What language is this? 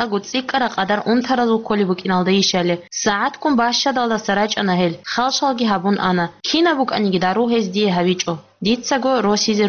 Avaric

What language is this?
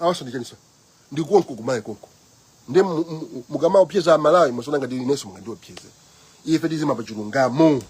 Nyanja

